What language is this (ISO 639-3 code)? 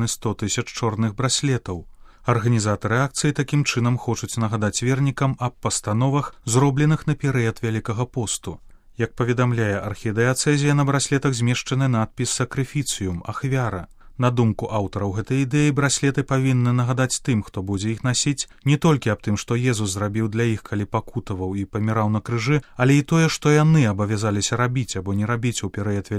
bel